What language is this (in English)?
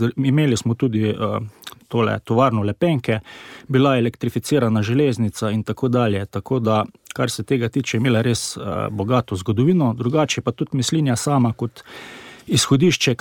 Slovenian